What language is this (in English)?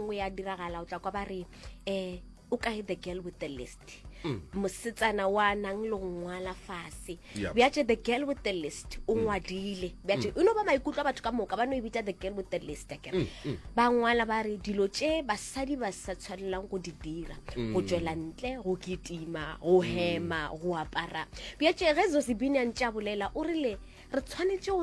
Northern Sotho